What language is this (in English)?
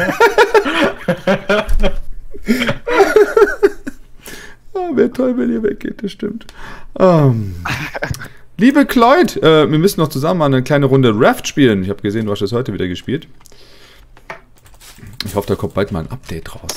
German